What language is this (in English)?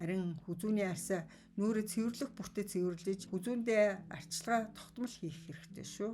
Mongolian